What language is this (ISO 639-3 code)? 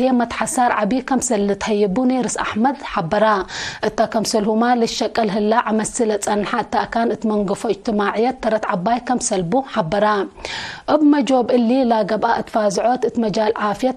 tig